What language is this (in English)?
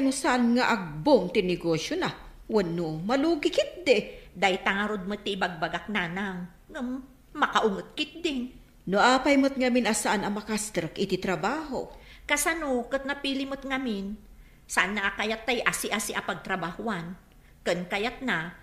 Iloko